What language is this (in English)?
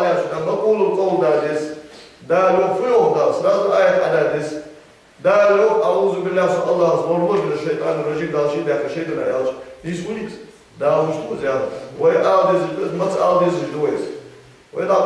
Ingush